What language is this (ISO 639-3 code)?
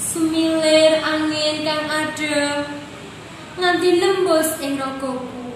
jav